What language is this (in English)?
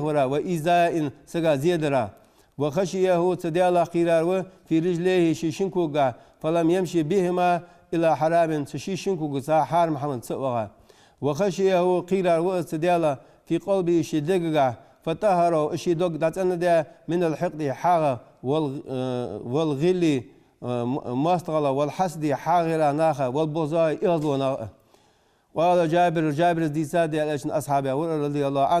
Ingush